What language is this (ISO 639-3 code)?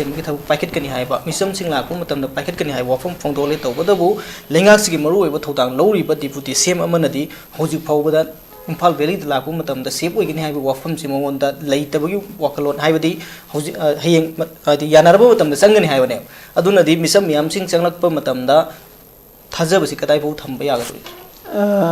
mni